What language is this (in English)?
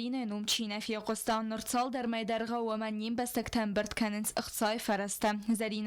Ossetic